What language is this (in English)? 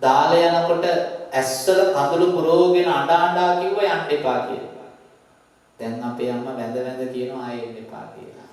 Sinhala